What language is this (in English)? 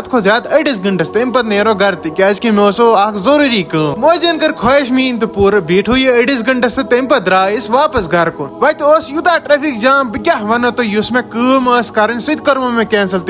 Kashmiri